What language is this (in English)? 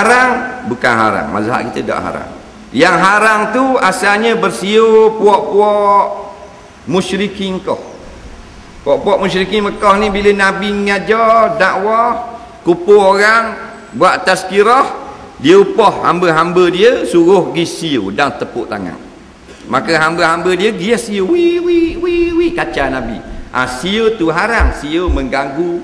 Malay